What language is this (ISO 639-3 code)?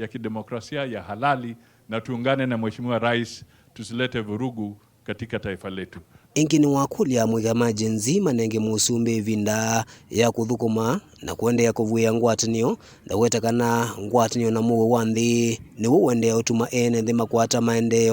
kam